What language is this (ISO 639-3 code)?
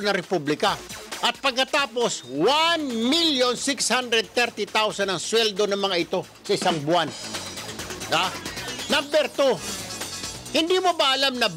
fil